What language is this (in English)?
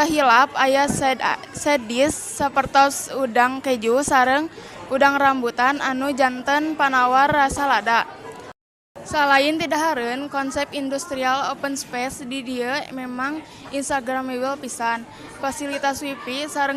Sundanese